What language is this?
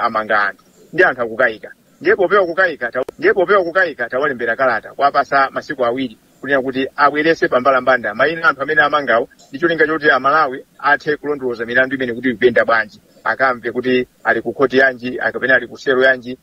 Nyanja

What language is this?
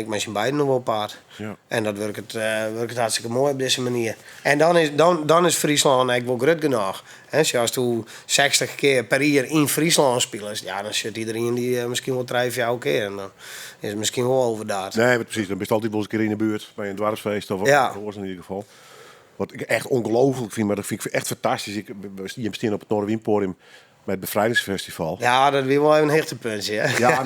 Western Frisian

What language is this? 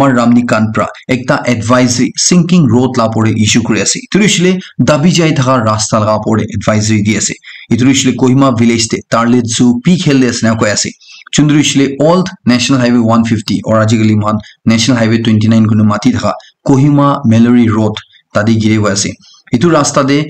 Naga Pidgin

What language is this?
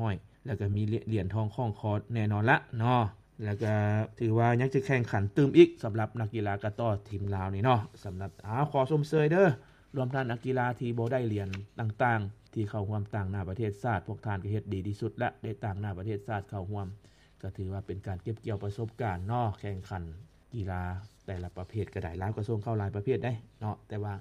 Lao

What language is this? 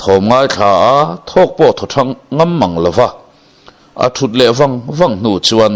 Mizo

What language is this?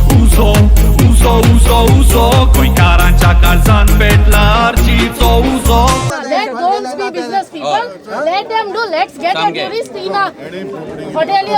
Konkani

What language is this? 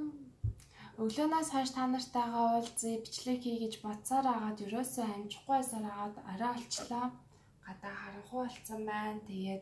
Mongolian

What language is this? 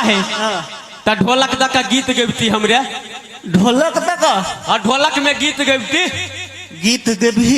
Maithili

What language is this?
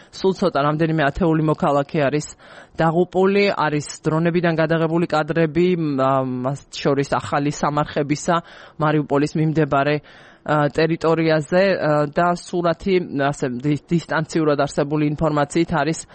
Georgian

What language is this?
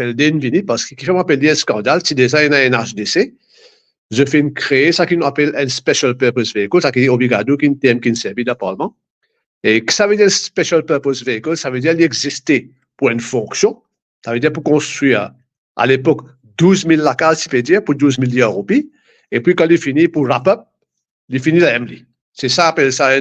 Morisyen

